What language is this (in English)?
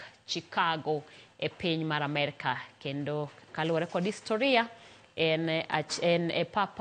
Luo (Kenya and Tanzania)